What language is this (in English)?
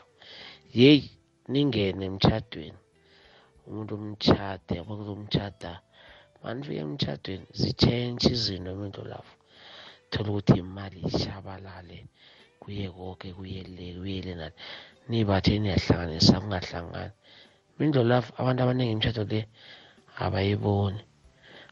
South Ndebele